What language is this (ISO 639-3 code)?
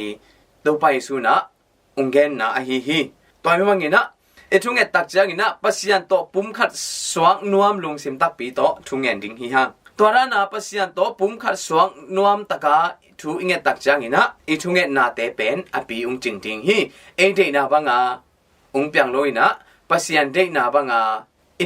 ctd